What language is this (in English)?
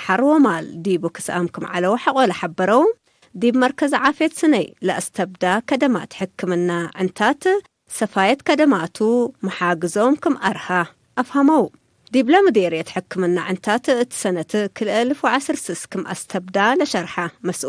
Tigre